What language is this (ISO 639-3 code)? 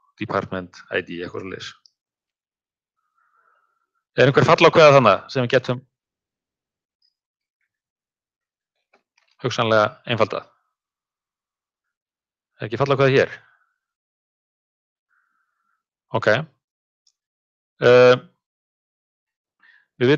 isl